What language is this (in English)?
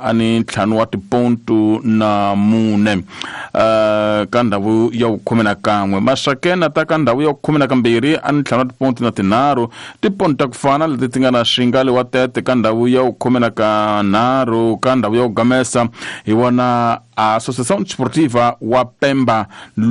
Tsonga